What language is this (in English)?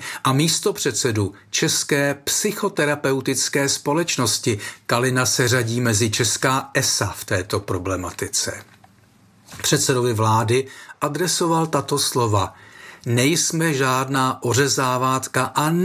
Czech